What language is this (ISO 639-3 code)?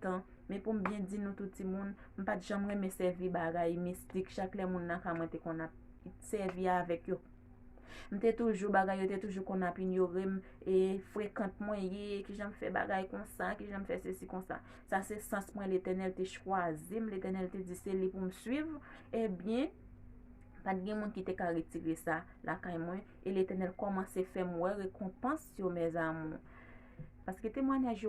hat